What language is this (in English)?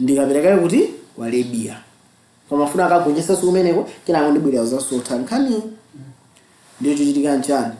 Nyanja